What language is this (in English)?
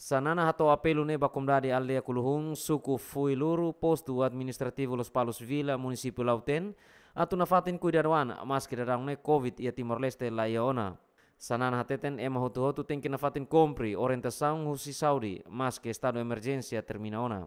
Tetum